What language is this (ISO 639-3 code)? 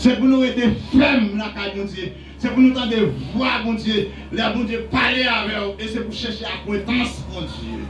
hat